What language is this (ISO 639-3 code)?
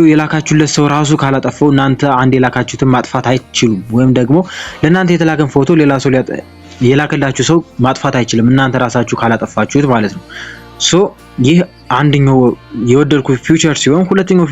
amh